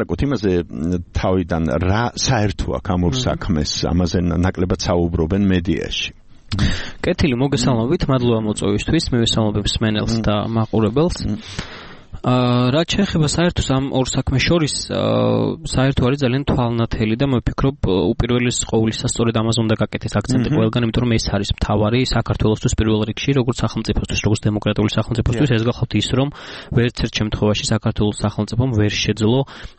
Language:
Georgian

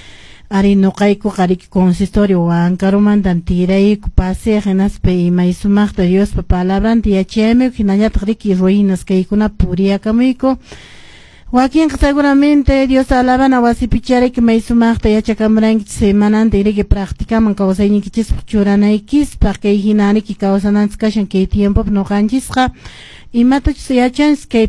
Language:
Quechua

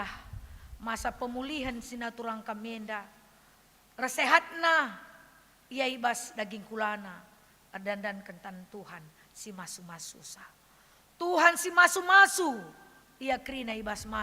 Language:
Batak Karo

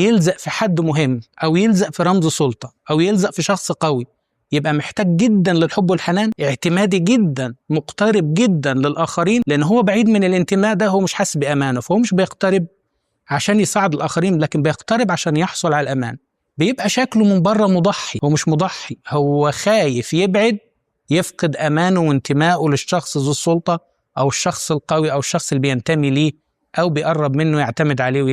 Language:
Egyptian Arabic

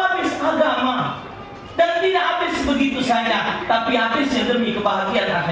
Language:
Musi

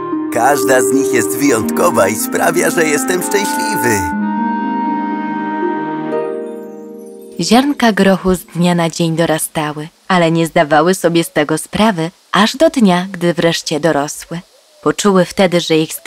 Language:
Polish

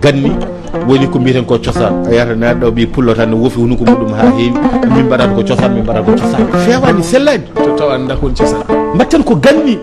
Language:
Fula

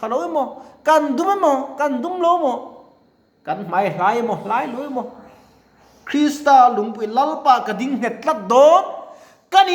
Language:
Mizo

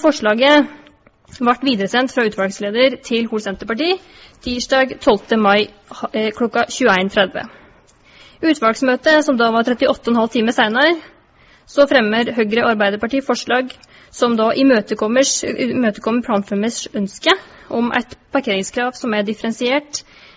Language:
Norwegian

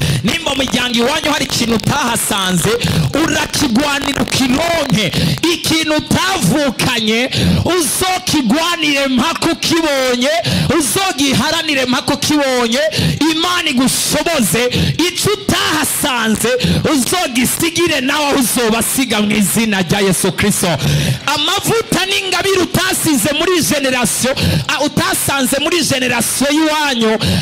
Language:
Rundi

